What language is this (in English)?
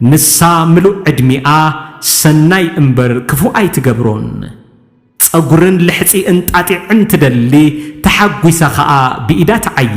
Tigrinya